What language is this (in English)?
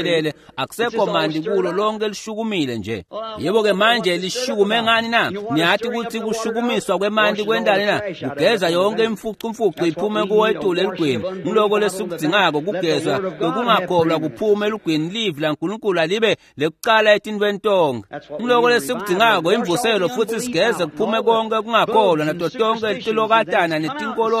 Swati